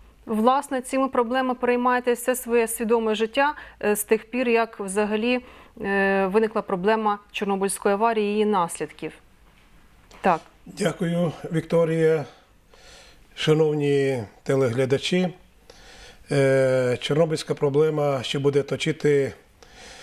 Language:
Ukrainian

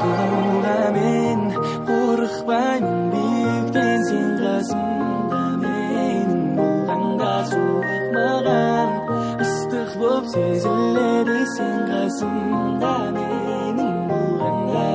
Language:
Kara-Kalpak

